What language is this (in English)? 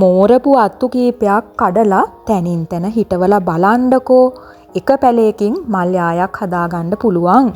Sinhala